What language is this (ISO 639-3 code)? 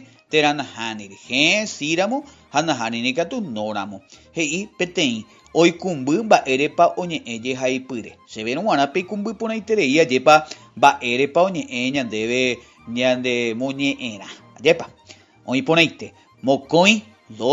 grn